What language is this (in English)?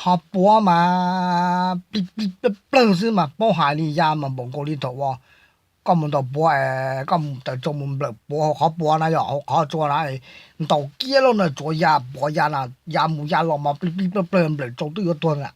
Hmong